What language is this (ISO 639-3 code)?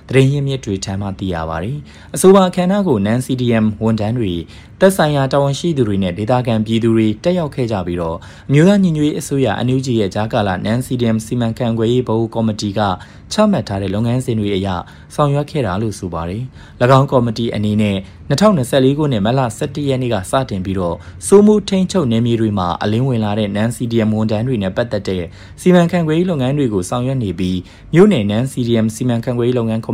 mya